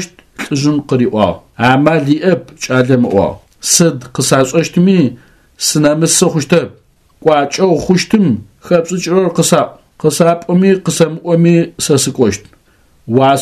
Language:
Adyghe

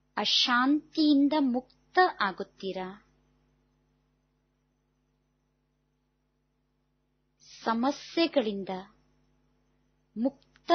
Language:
Kannada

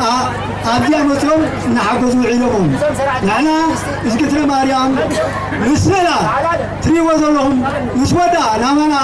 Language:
Tigrinya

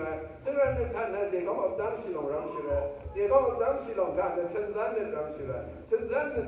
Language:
Rawang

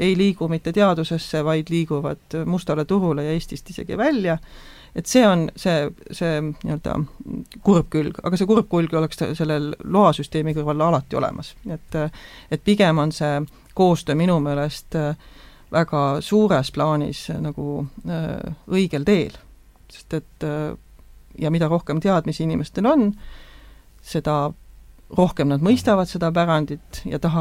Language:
Estonian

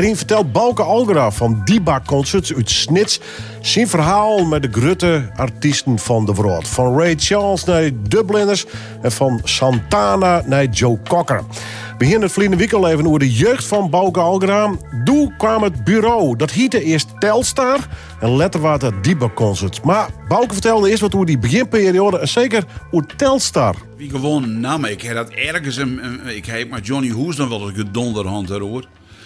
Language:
Western Frisian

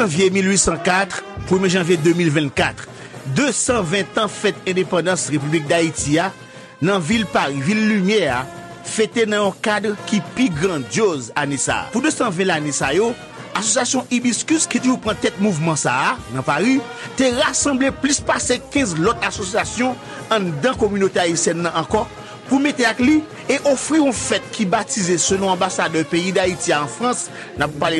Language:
Haitian Creole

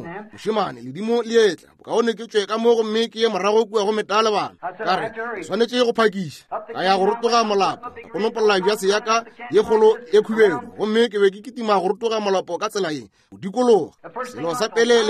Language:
Northern Sotho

